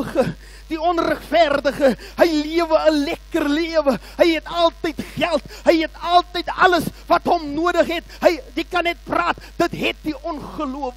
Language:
Afrikaans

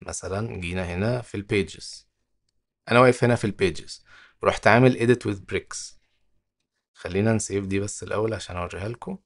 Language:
Egyptian Arabic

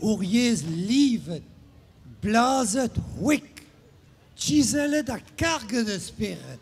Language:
Breton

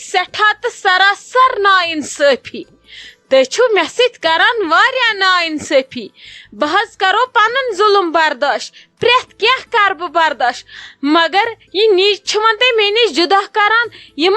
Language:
Kashmiri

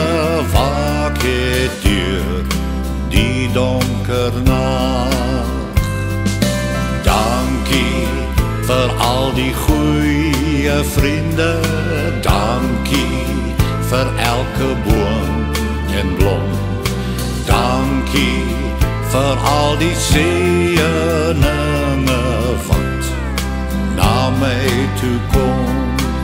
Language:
Afrikaans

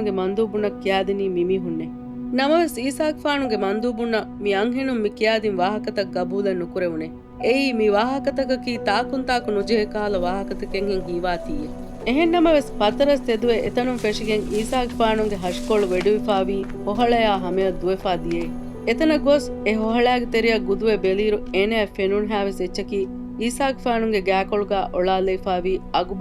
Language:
Divehi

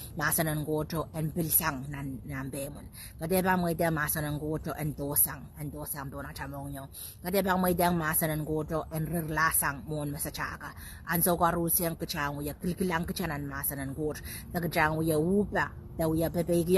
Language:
Pohnpeian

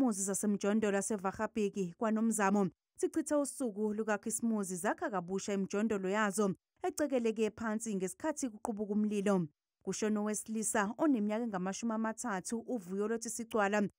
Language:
Zulu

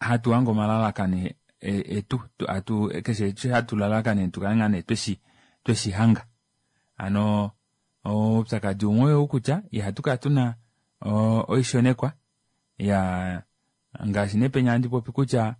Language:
Kuanyama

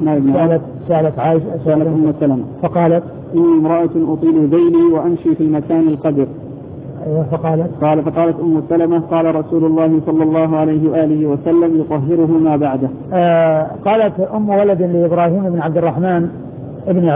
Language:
Arabic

